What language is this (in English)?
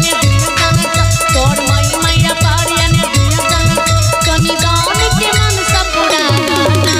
Maithili